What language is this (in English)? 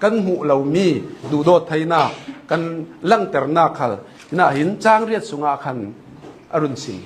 Hakha Chin